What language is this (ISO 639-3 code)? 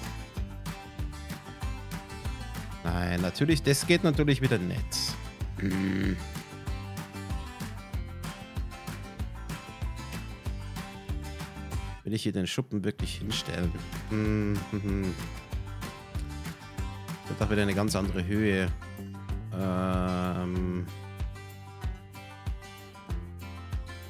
deu